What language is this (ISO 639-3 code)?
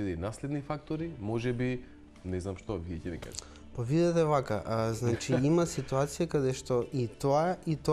mkd